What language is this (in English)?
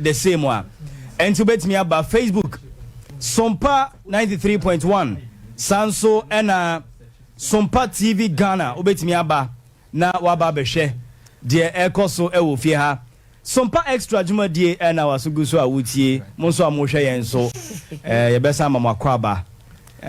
Akan